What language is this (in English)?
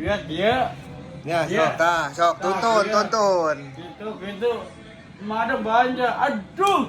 Sundanese